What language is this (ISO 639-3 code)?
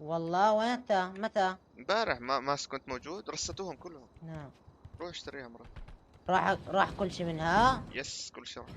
apc